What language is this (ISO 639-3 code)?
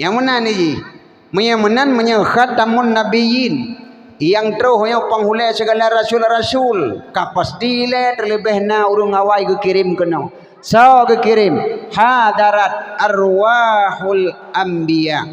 ace